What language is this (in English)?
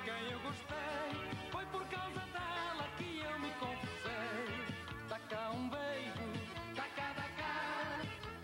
Portuguese